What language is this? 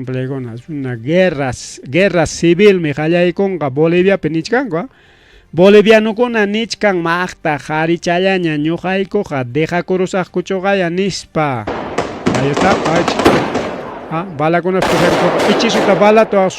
Ayacucho Quechua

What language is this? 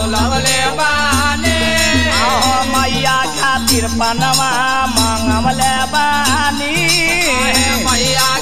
Bhojpuri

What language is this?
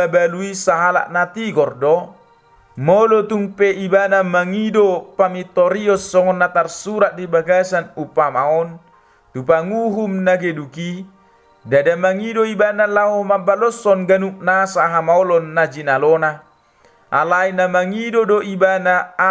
Batak Toba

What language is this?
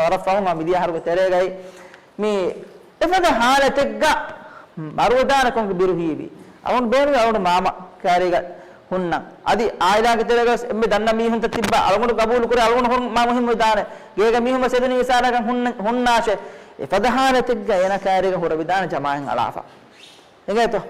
Divehi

